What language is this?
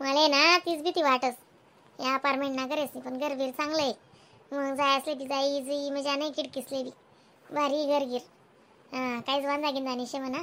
Khandesi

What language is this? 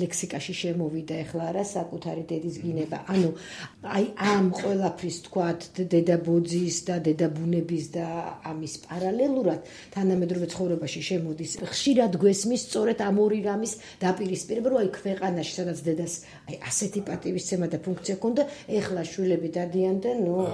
Georgian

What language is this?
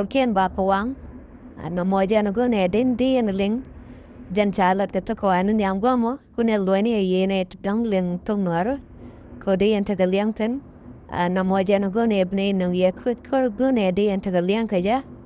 Nuer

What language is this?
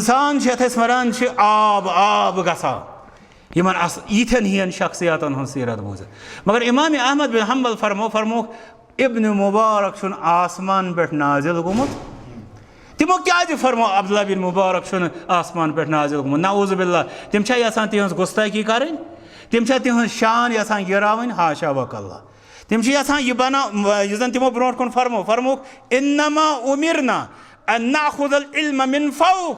Kashmiri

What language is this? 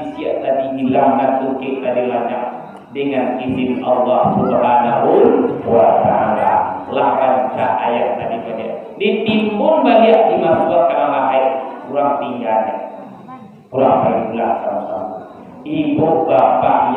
Minangkabau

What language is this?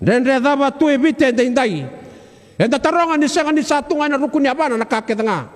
Fijian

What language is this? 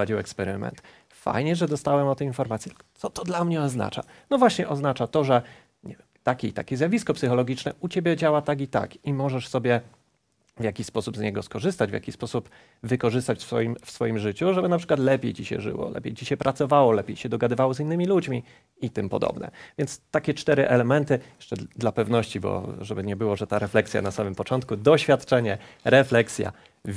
Polish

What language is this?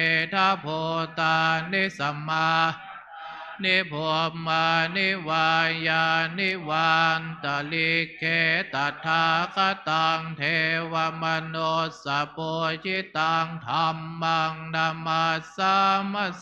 Pali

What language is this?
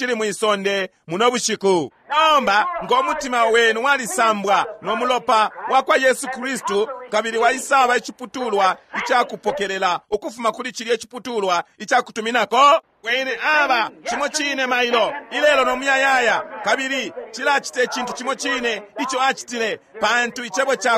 Bemba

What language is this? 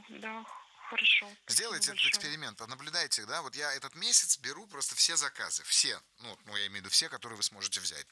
Russian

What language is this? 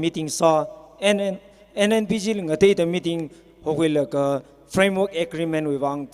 Tangkhul Naga (India)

